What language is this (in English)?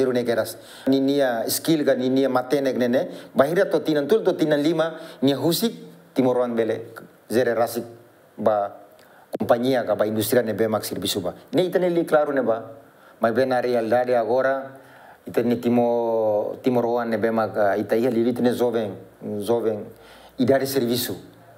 Tetum